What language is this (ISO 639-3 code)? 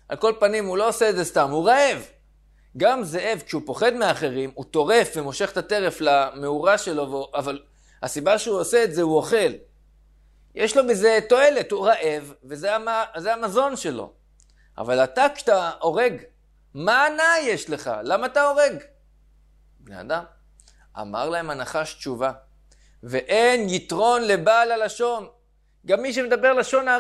heb